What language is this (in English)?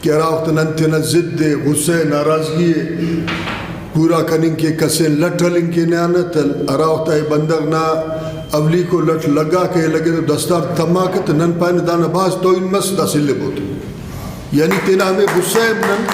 Brahui